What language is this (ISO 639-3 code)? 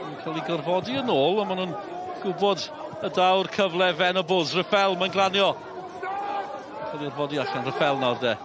cym